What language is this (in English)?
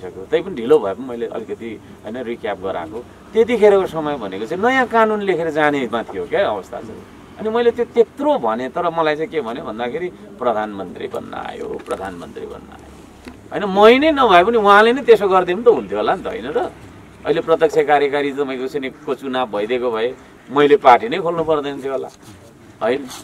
Nepali